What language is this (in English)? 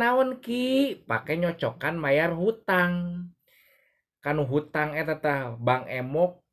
Sundanese